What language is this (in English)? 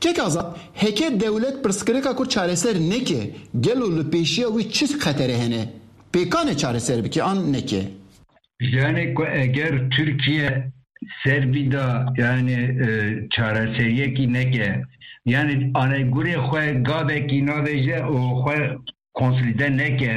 Kurdish